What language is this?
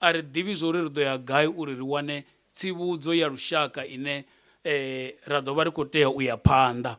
Venda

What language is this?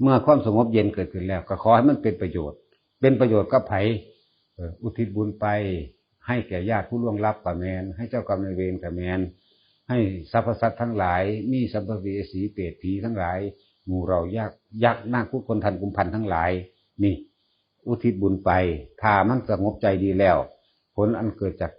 Northeastern Thai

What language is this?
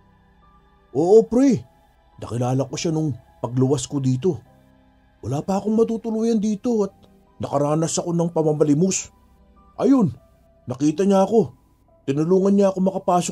Filipino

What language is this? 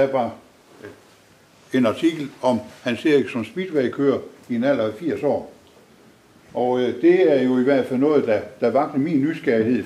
Danish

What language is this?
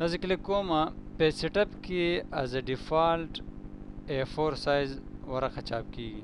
Pashto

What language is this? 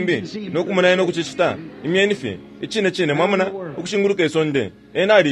Bemba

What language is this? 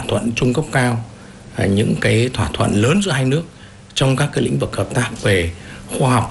Vietnamese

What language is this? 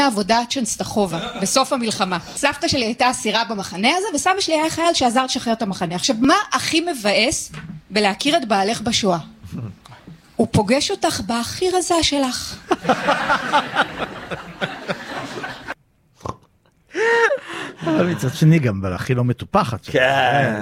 Hebrew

